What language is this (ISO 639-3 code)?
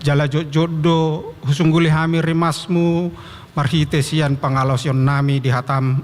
bbc